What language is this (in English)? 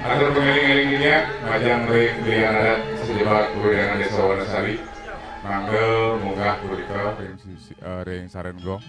Balinese